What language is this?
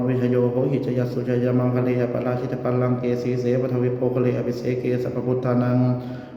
Pali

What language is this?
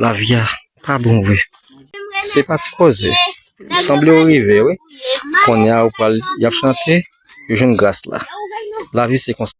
Haitian Creole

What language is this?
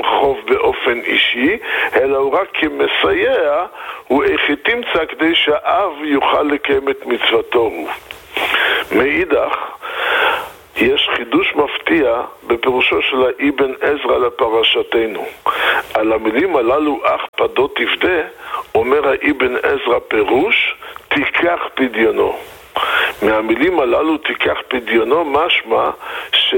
Hebrew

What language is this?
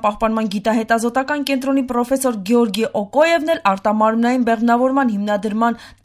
Armenian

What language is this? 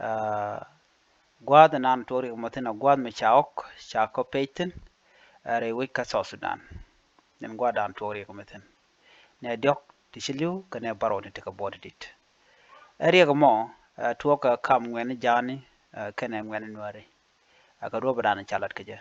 Nuer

